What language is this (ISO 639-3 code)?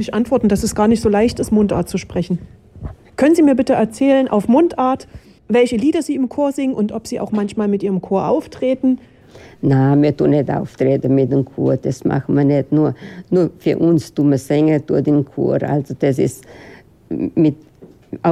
deu